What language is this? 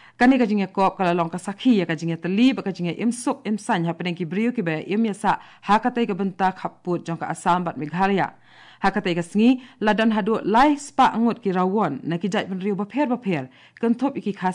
Khasi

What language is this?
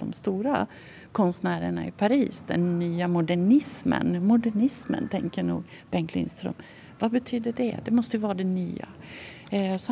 Swedish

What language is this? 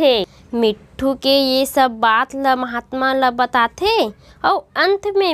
Chhattisgarhi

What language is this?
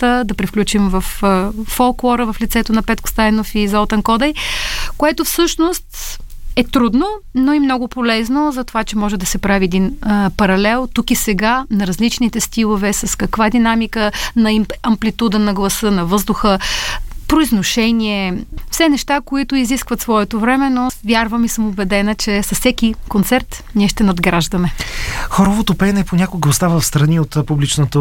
Bulgarian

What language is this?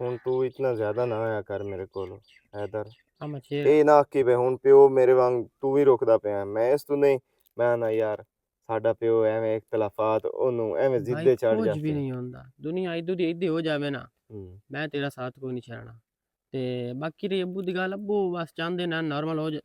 Western Panjabi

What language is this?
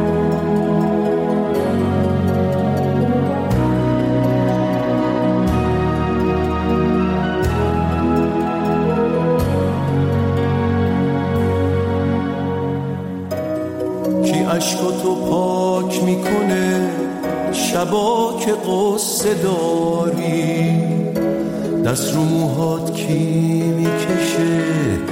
Persian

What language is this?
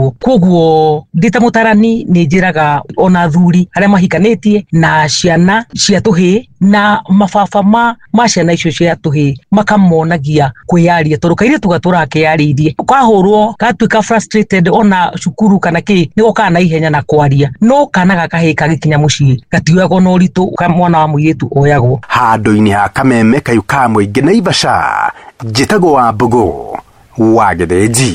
Kikuyu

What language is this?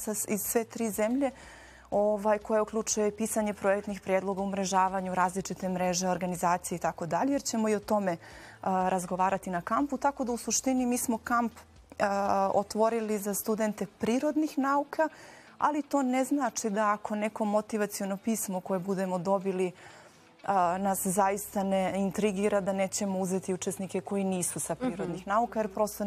Bosnian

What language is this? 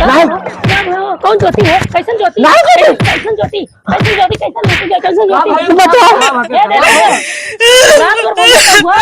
Awadhi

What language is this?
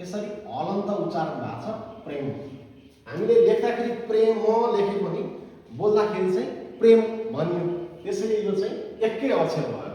Nepali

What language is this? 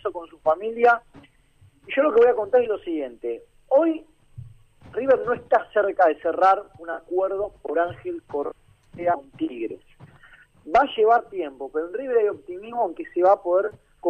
Spanish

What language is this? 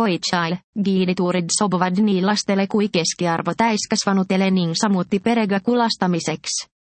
Estonian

